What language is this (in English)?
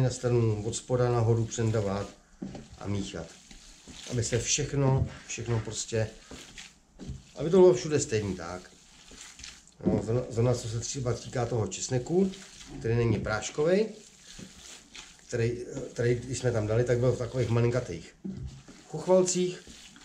Czech